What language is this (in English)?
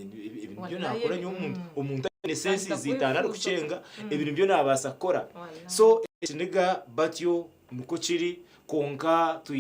Nyankole